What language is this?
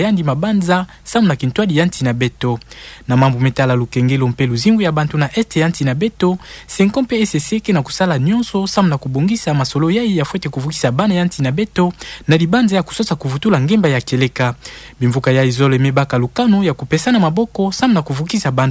Kituba (Democratic Republic of Congo)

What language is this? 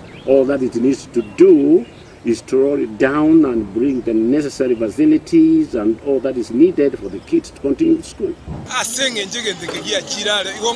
Gusii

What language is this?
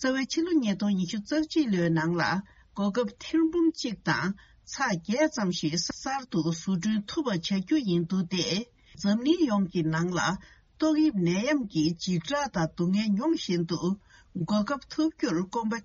Tibetan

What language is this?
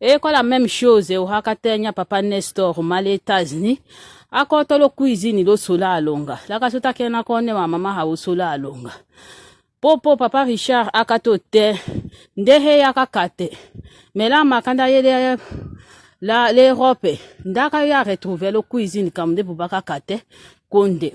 Tetela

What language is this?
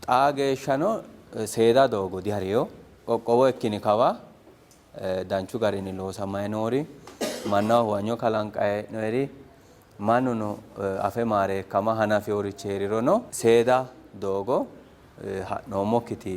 Sidamo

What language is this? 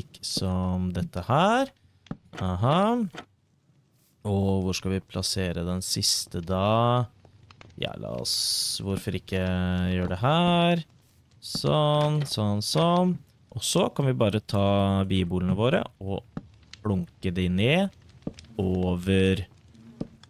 Norwegian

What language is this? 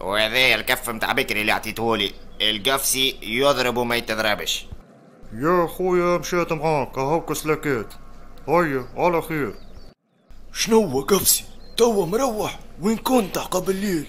Tunisian Arabic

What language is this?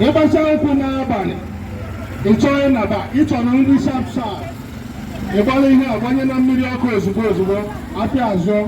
Igbo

